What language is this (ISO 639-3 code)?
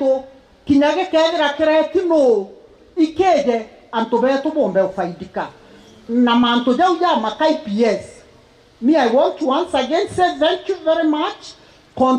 mer